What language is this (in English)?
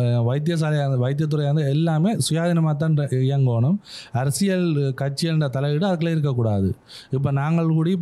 Tamil